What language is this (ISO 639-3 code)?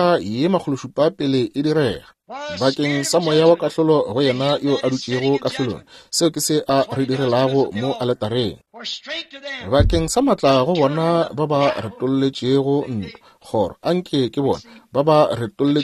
nso